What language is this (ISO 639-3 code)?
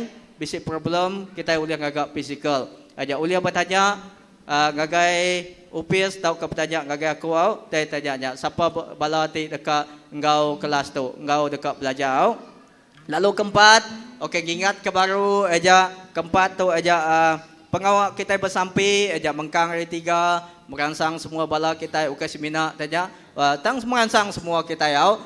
iba